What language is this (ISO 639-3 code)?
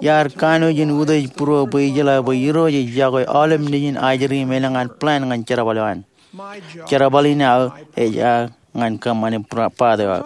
mah